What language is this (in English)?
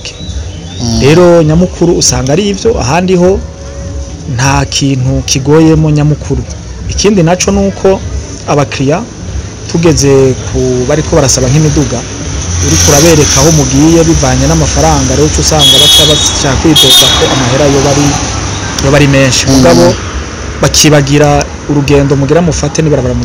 Rundi